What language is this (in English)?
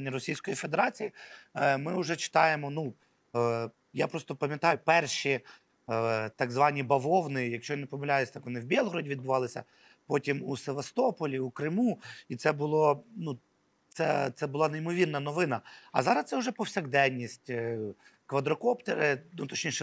Ukrainian